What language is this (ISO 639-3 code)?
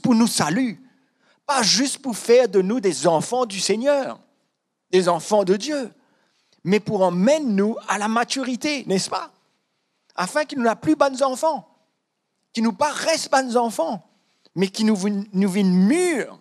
mfe